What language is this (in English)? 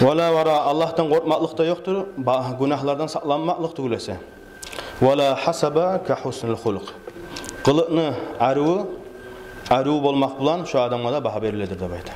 Kumyk